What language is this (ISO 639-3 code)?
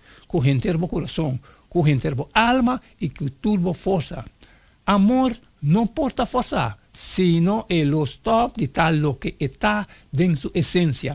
pap